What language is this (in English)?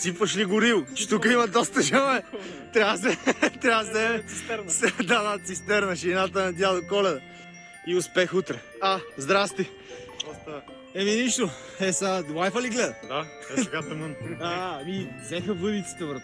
Bulgarian